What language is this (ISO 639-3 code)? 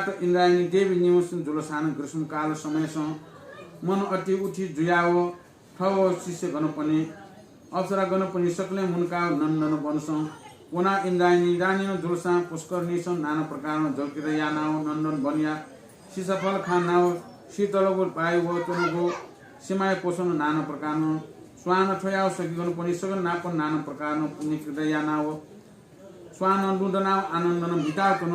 new